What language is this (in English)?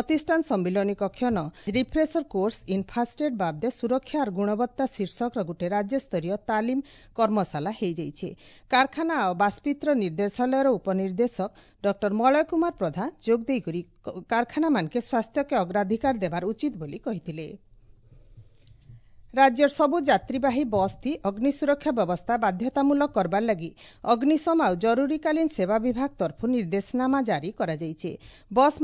Odia